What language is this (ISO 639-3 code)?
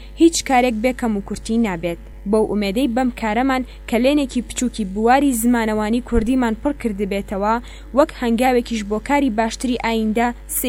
ckb